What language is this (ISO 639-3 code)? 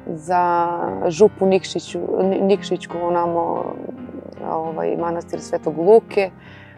srp